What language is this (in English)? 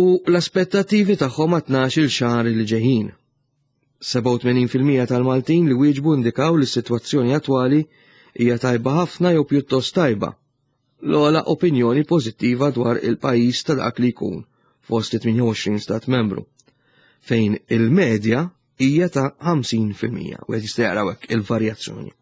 Maltese